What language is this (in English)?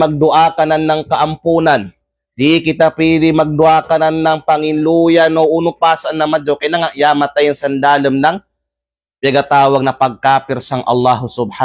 Kalagan